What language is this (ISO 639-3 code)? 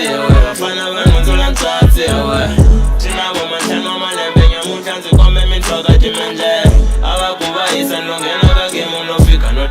tso